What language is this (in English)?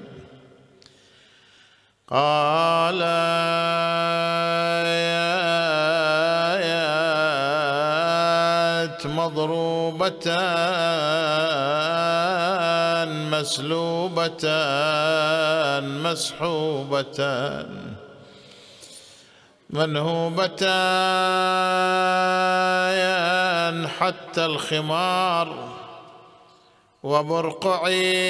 Arabic